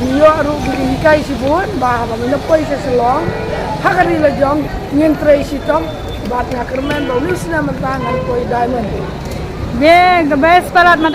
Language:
Khasi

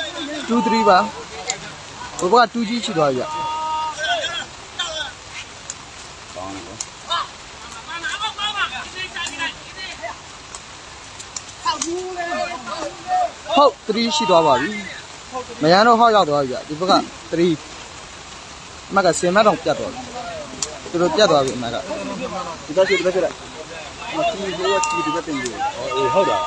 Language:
Burmese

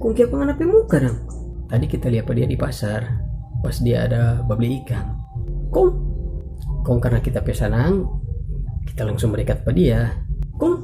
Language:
Manado Malay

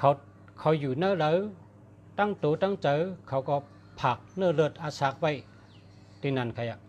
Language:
Shan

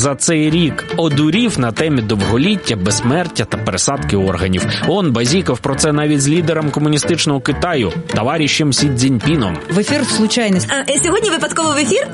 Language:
Ukrainian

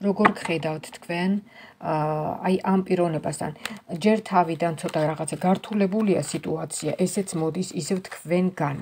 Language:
Georgian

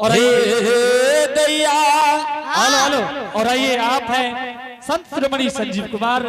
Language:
Angika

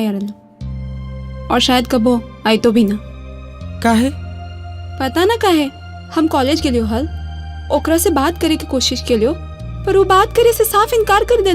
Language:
Magahi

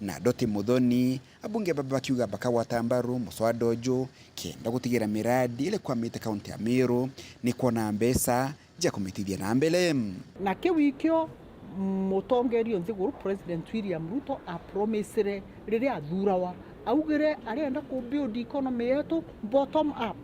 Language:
Meru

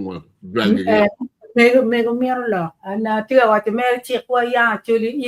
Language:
Acoli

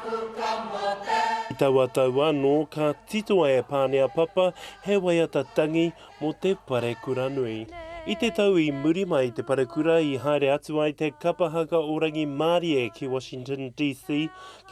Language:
Māori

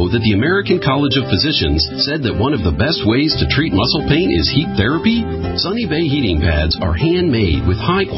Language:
English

